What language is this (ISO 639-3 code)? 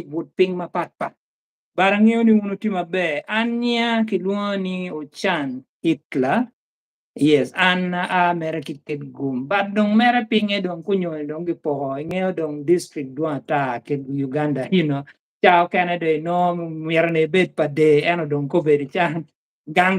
ach